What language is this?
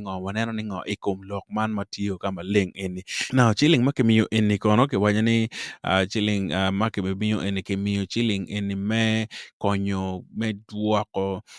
Acoli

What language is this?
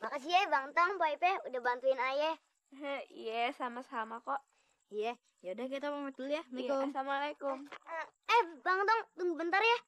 Betawi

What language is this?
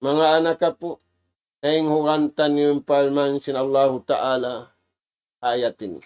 Tausug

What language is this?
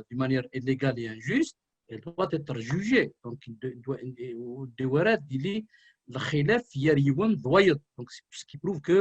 Kabyle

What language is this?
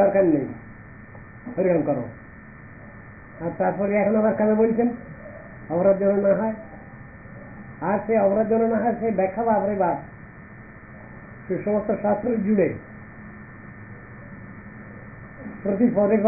Bangla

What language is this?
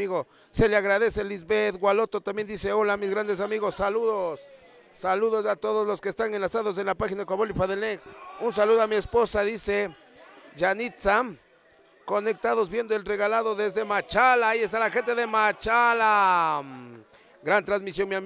Spanish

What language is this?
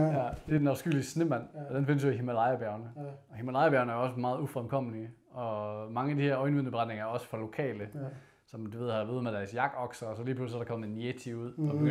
Danish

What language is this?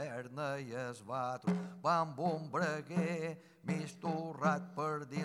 Catalan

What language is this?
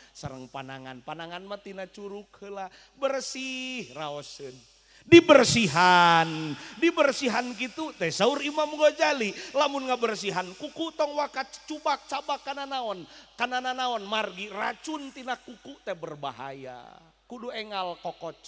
Sundanese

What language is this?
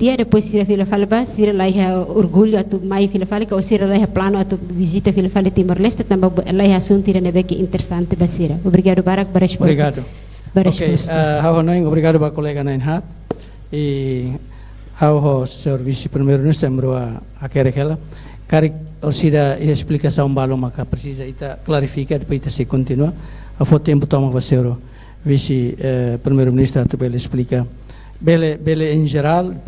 Tetum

